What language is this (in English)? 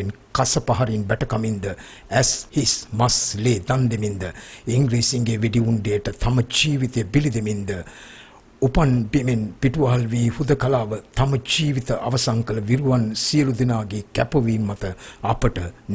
Sinhala